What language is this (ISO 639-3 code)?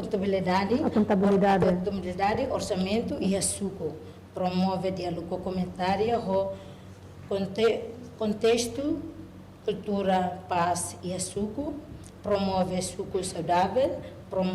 tet